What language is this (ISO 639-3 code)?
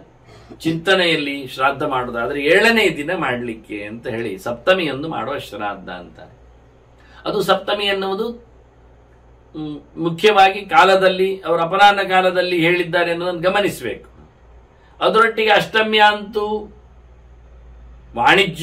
kan